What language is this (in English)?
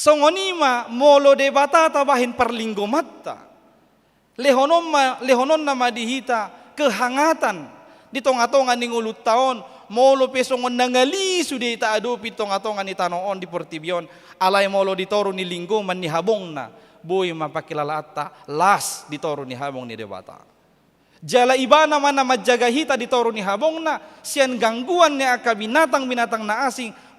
Batak Toba